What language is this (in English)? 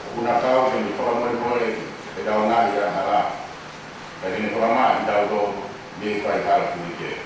Tongan